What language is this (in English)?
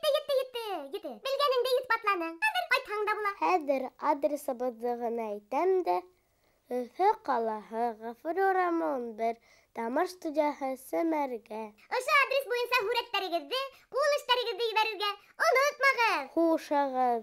Bashkir